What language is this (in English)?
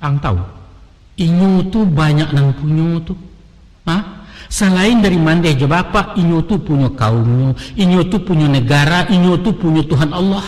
Minangkabau